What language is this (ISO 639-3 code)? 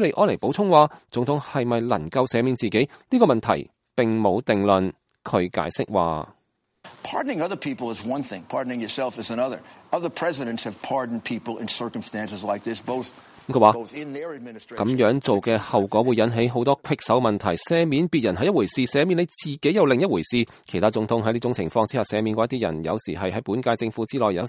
yue